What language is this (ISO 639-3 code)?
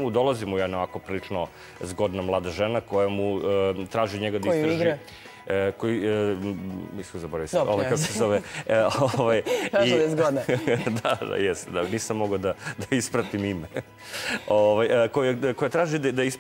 srp